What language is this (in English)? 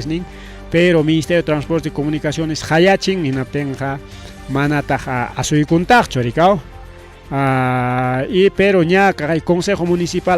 Ayacucho Quechua